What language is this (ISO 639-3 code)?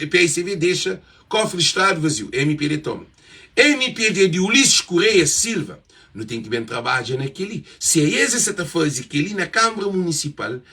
kea